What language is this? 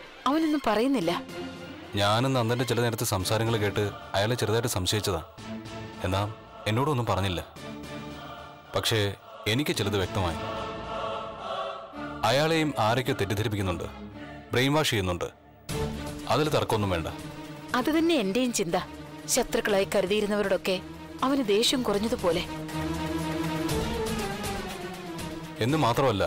Malayalam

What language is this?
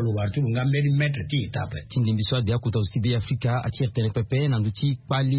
Sango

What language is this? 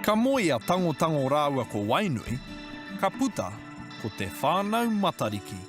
Māori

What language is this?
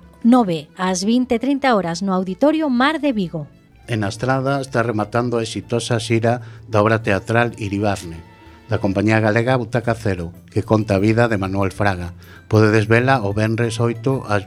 Galician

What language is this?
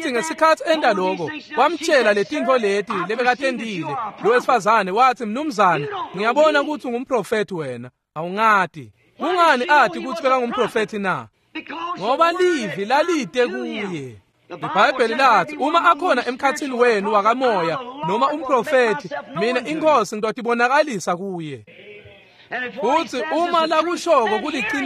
Swati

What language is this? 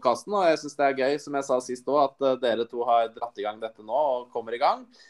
Norwegian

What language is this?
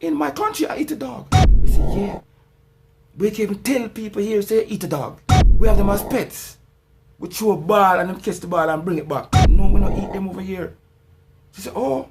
Jamaican Creole English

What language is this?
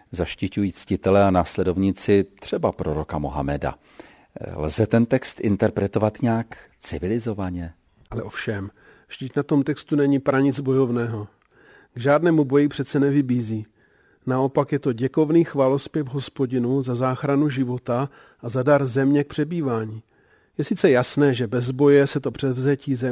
Czech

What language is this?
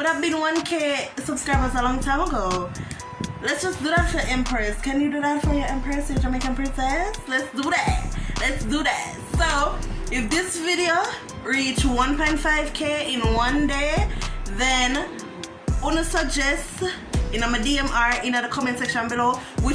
Jamaican Creole English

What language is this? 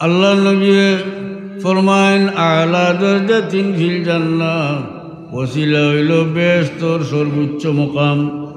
Sylheti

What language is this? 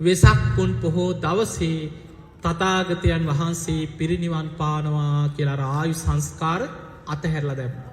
Sinhala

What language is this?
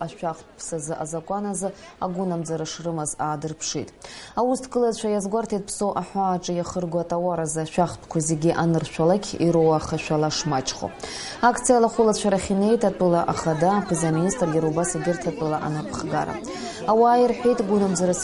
Abkhazian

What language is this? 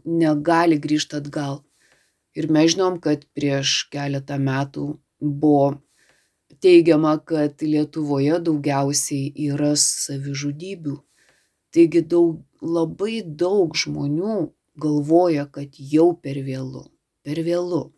Lithuanian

